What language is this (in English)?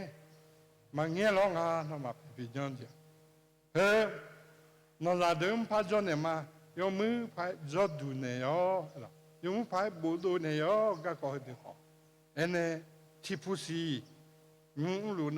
Akha